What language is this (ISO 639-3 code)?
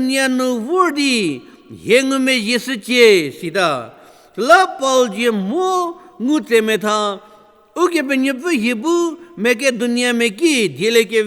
njm